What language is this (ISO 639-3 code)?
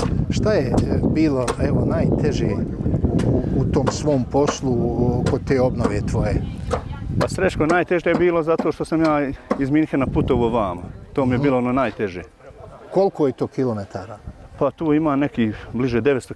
bos